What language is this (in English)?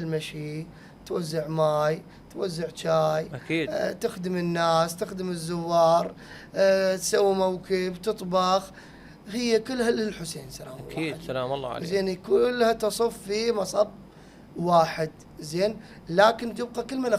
Mesopotamian Arabic